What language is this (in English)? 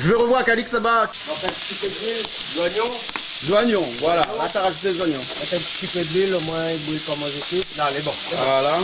Réunion Creole French